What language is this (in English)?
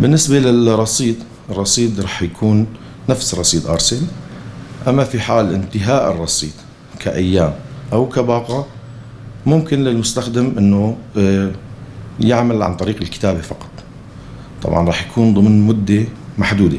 North Levantine Arabic